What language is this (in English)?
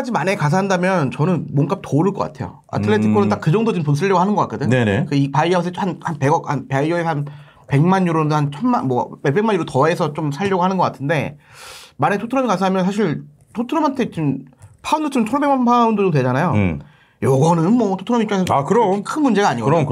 Korean